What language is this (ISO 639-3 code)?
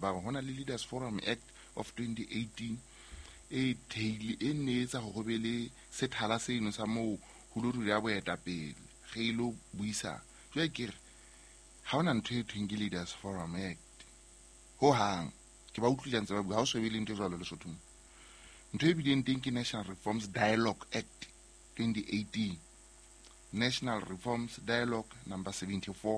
sot